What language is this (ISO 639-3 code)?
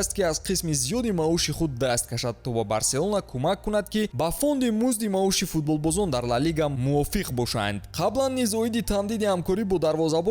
tgk